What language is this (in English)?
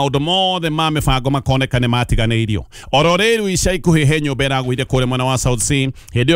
Kikuyu